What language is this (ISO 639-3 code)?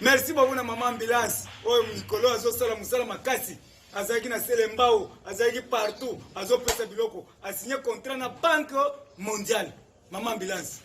lin